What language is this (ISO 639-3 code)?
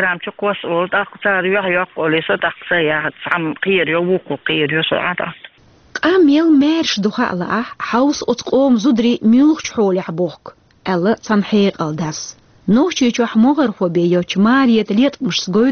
che